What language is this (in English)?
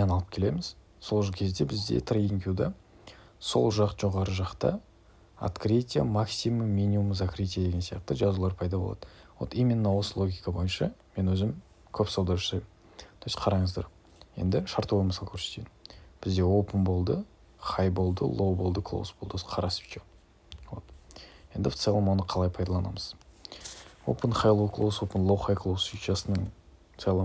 Kazakh